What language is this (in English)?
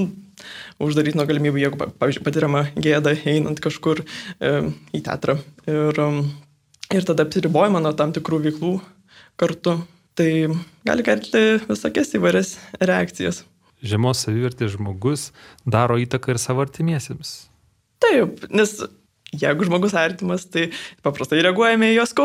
Lithuanian